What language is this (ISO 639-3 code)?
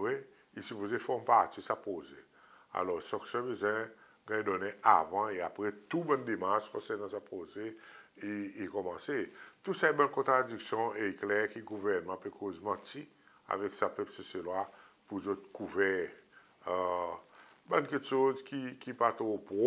crs